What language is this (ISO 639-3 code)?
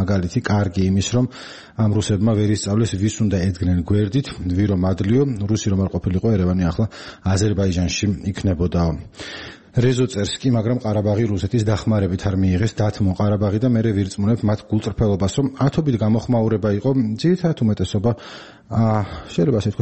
kat